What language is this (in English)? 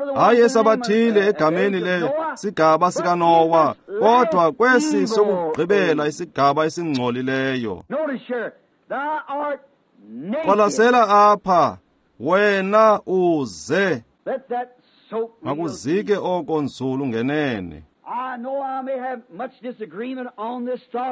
Xhosa